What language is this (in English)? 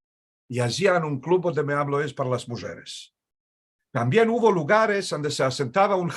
Ladino